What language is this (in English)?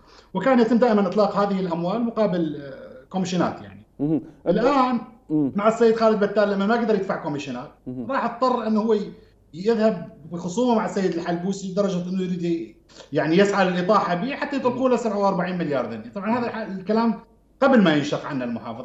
Mesopotamian Arabic